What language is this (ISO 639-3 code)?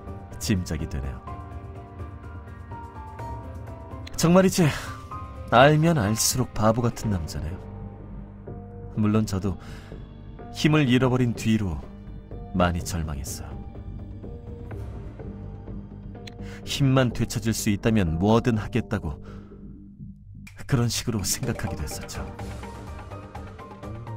kor